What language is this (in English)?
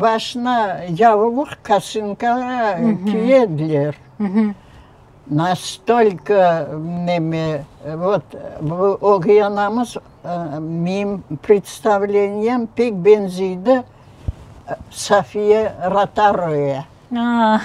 Crimean Tatar